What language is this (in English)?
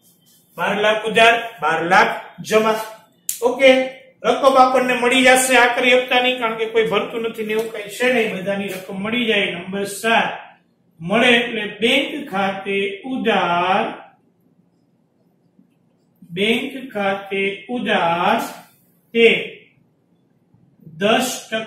Gujarati